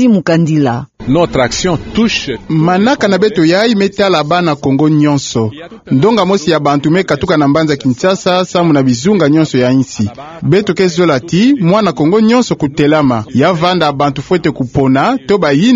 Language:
Kituba (Democratic Republic of Congo)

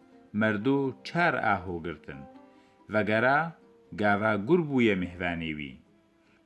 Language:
Kurdish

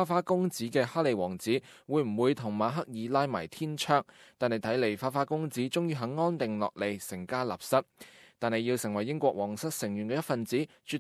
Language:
Cantonese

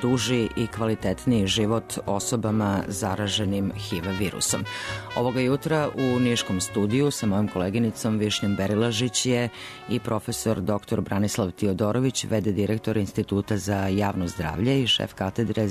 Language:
Serbian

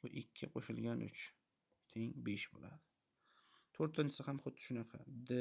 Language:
Uzbek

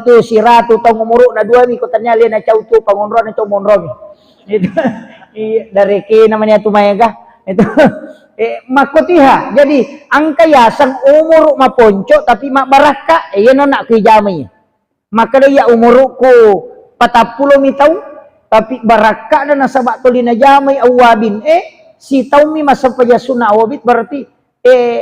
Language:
Buginese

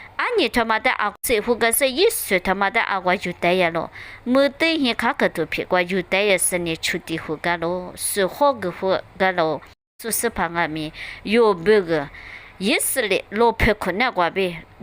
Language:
Lisu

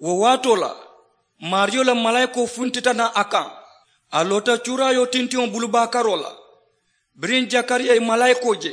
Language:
Mandingo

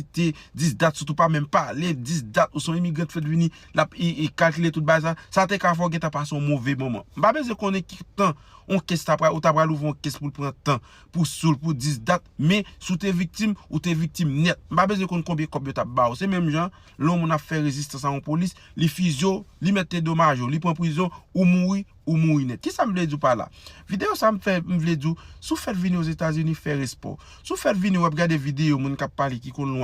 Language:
Haitian Creole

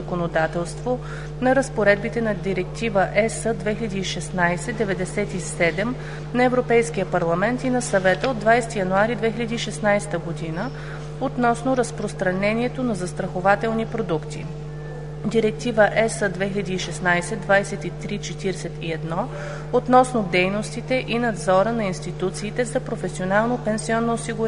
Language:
Bulgarian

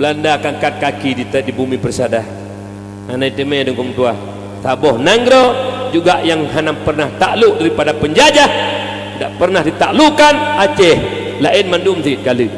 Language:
Achinese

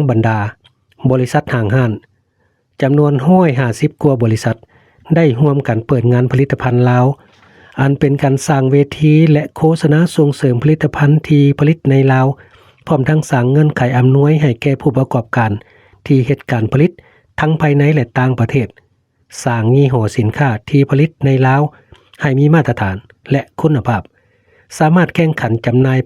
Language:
Lao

